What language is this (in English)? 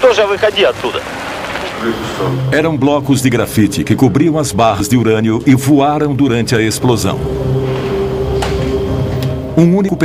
Portuguese